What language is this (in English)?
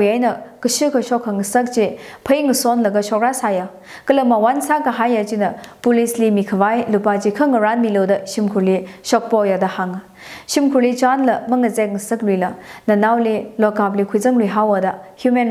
Tangkhul Naga (India)